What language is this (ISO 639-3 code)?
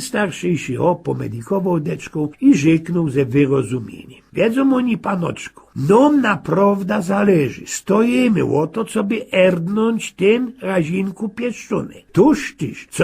szl